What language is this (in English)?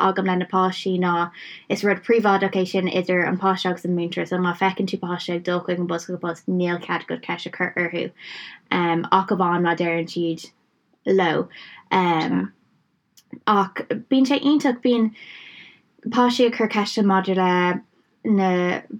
Irish